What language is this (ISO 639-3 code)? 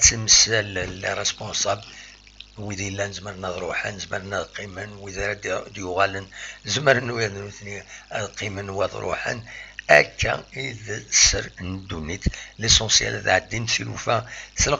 kab